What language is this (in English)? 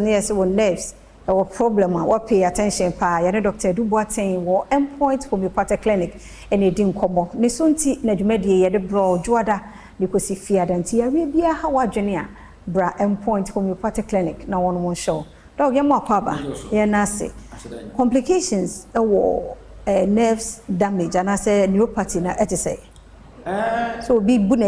Akan